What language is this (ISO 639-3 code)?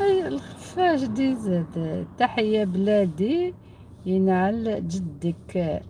arq